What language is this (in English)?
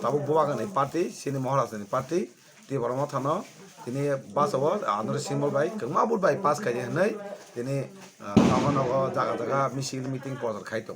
Kok Borok